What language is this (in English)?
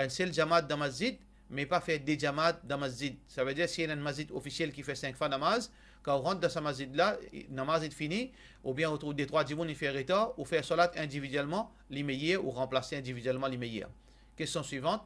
Morisyen